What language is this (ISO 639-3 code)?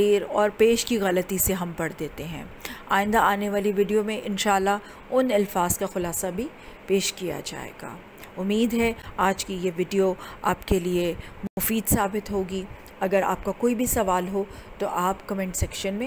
urd